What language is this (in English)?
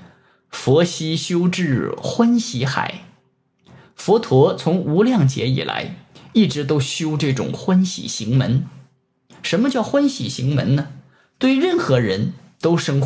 Chinese